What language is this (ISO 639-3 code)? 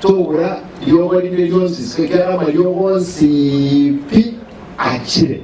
guz